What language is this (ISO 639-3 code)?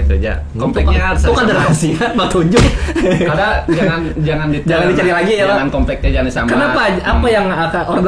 bjn